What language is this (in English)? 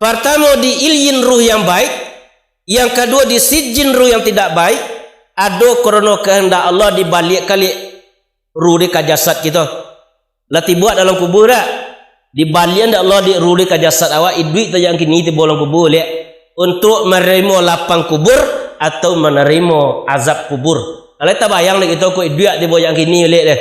Minangkabau